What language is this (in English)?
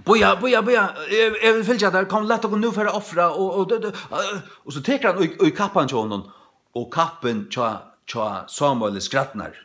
Faroese